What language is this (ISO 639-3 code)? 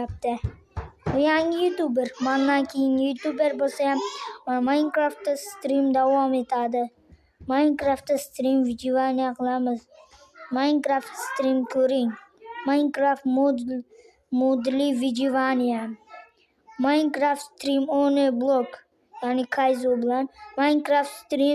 uzb